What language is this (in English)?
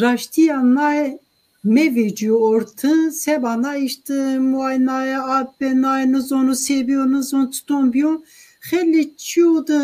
Zaza